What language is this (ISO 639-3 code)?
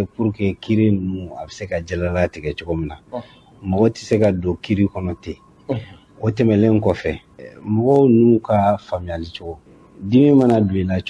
bam